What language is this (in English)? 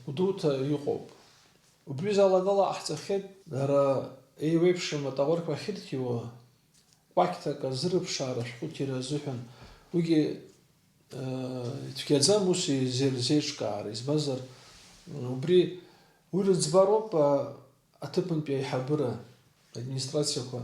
Abkhazian